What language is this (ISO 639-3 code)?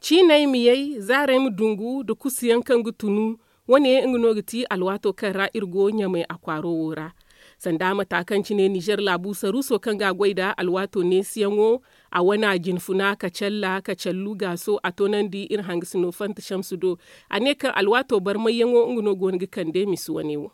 dje